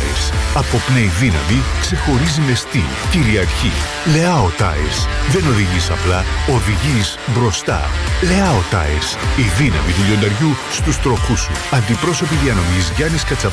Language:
Greek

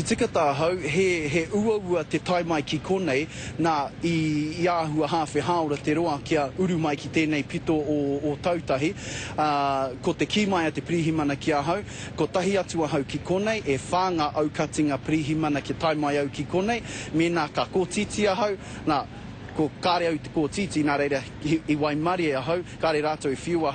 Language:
Māori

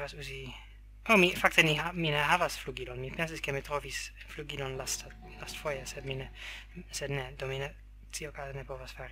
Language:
Esperanto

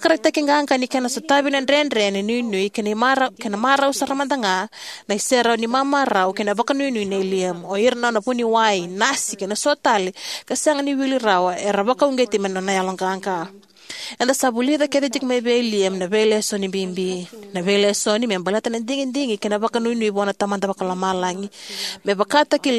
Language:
Fijian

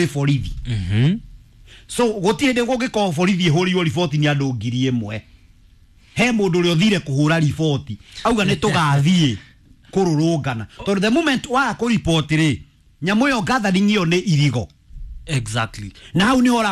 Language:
Kikuyu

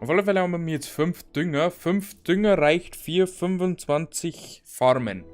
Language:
Bavarian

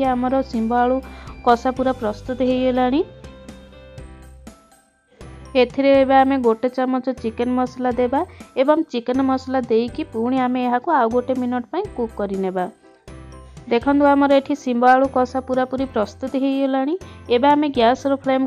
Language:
Odia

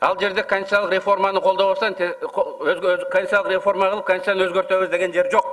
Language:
Kyrgyz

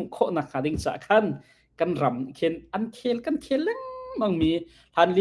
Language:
Hakha Chin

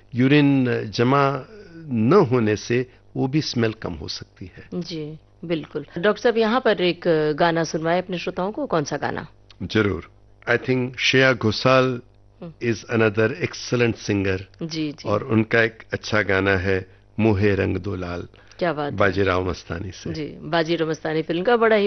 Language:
Hindi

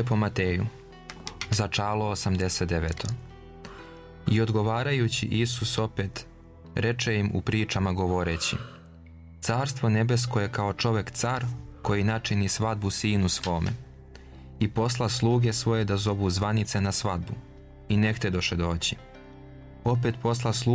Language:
Serbian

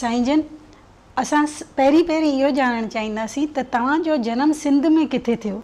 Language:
Sindhi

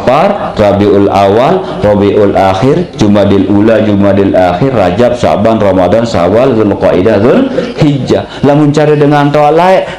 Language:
Sasak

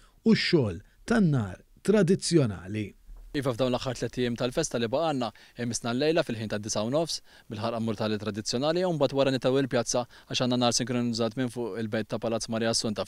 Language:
Maltese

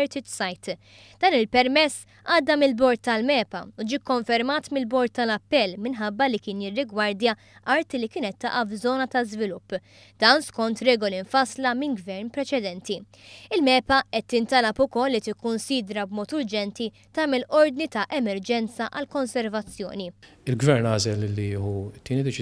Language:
Maltese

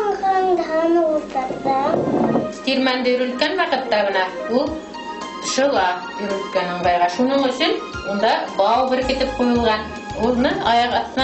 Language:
Bashkir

